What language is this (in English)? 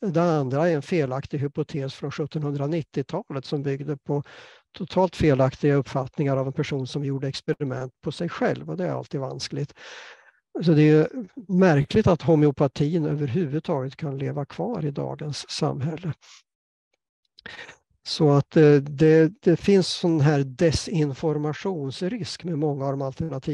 Swedish